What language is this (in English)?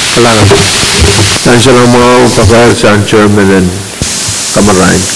Pohnpeian